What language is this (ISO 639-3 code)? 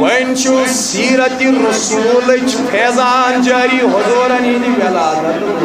kas